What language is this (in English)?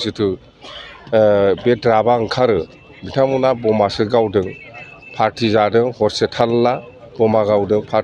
Bodo